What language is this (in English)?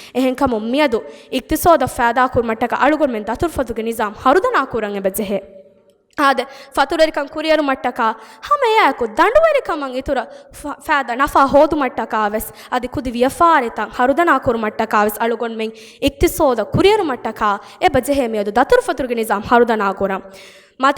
Divehi